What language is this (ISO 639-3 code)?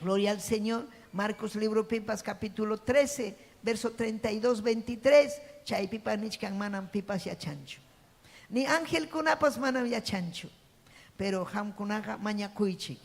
quy